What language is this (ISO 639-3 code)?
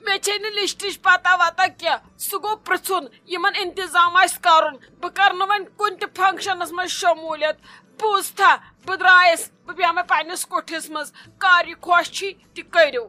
kas